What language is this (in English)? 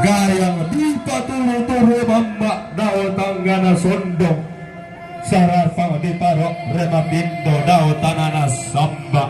Toraja-Sa'dan